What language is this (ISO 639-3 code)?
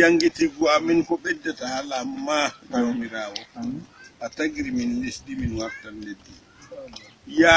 ful